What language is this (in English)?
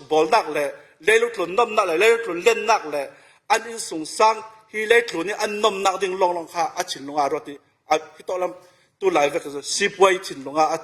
Falam Chin